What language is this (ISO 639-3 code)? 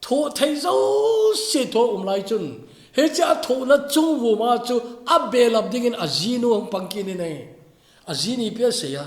tcz